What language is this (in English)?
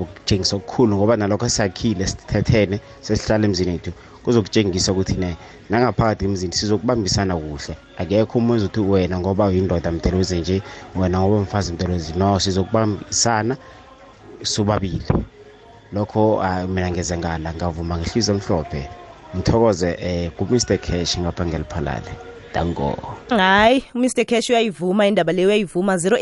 South Ndebele